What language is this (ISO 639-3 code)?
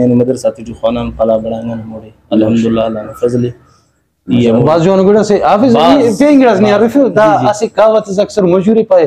brh